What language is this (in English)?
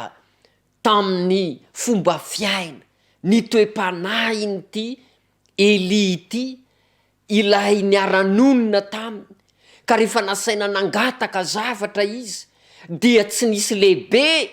Malagasy